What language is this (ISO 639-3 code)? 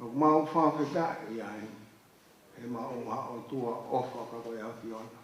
ton